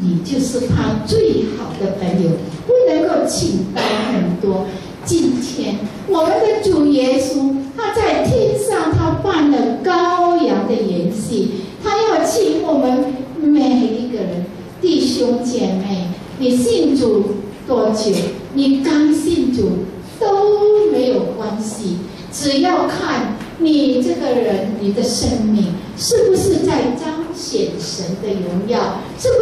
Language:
Chinese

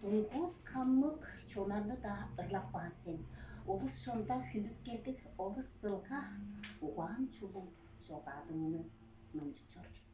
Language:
Tuvinian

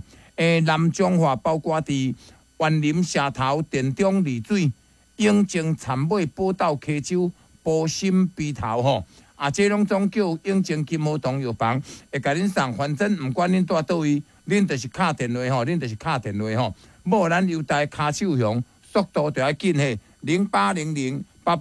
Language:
Min Nan Chinese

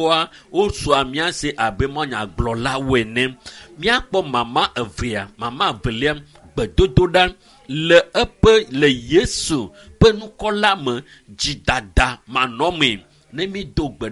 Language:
Ewe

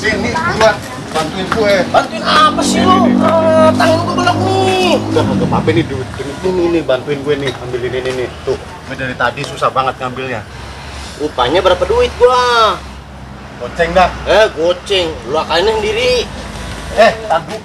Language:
Betawi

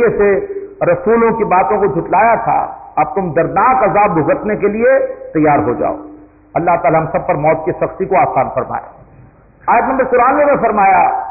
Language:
Urdu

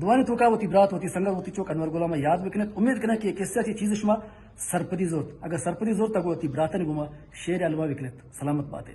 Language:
Baluchi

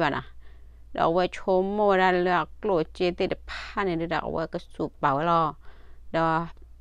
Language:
S'gaw Karen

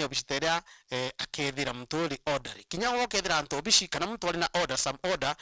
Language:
Meru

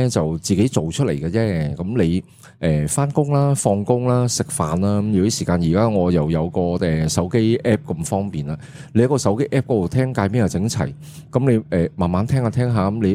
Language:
Cantonese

